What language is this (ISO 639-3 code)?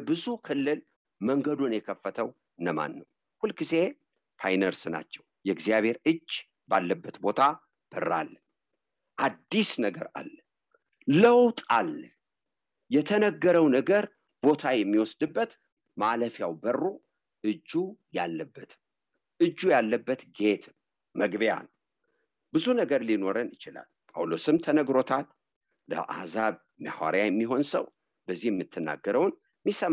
amh